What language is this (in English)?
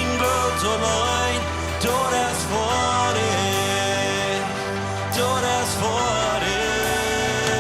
Plautdietsch